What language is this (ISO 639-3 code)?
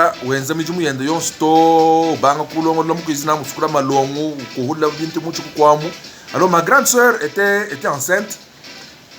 lua